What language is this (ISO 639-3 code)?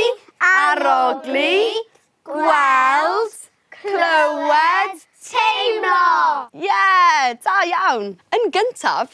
cym